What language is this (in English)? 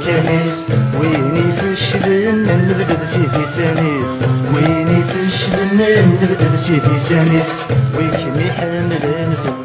Kabyle